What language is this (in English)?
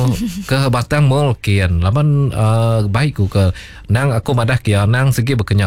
Iban